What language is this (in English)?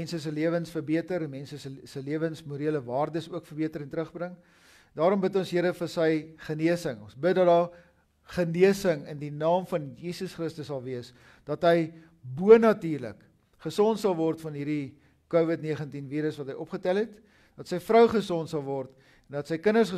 Afrikaans